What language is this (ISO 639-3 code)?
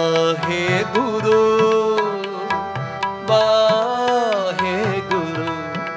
pan